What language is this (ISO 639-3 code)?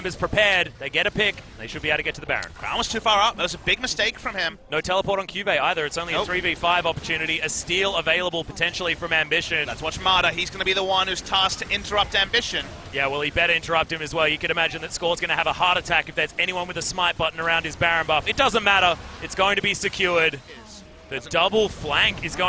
eng